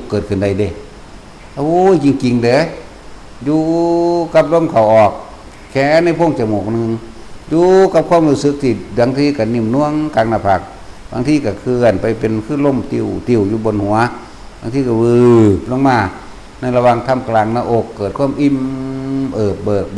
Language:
Northeastern Thai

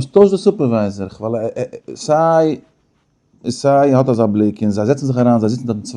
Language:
Yiddish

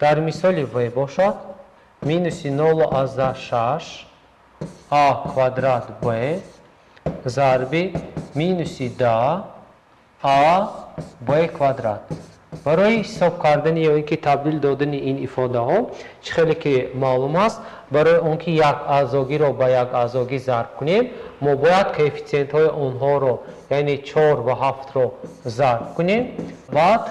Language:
Tajik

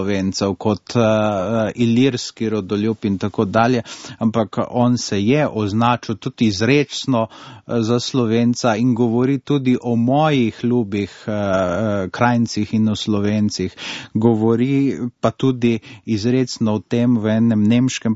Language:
Slovenian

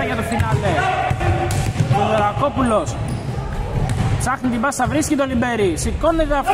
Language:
Greek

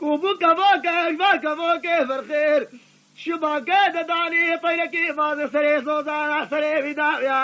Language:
Kurdish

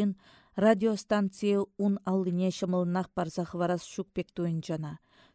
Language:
Chuvash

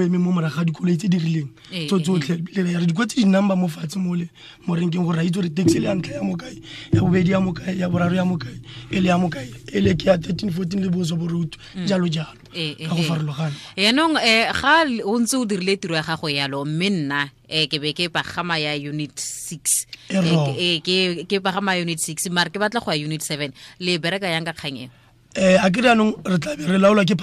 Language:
Tswana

